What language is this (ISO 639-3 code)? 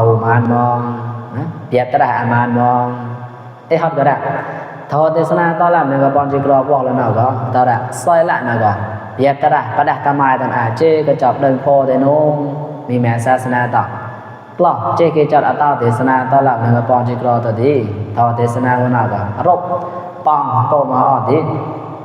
mnw